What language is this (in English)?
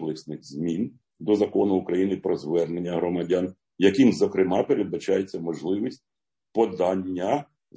Ukrainian